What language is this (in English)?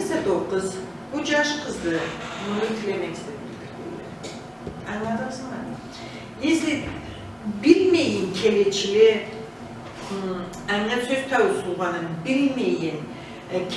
Karachay-Balkar